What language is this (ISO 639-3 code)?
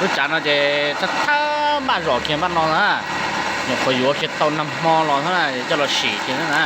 hmn